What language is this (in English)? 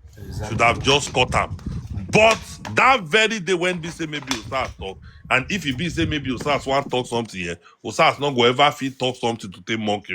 Nigerian Pidgin